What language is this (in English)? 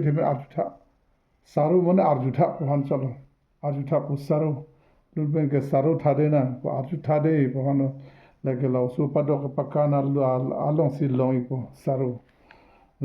Karbi